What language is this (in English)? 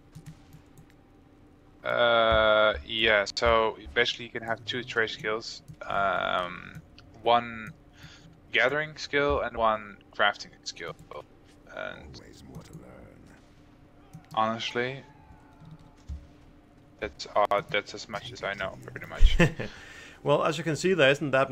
English